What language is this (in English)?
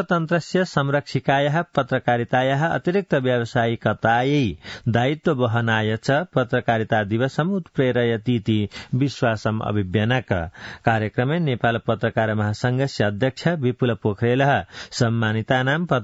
Sanskrit